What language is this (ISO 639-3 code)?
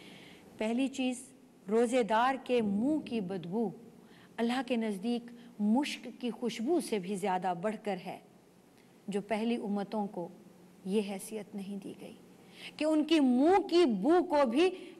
urd